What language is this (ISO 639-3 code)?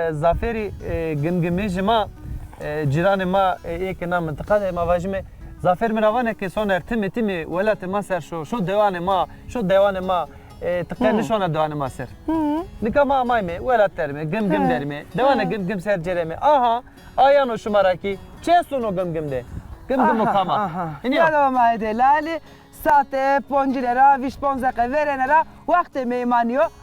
zza